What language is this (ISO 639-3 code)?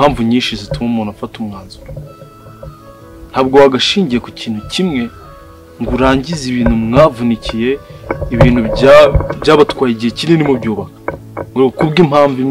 kin